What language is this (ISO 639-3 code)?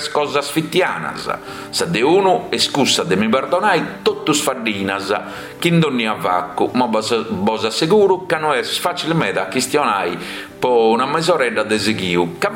srd